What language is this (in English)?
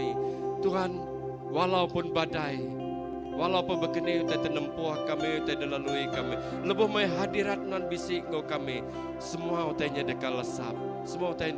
Iban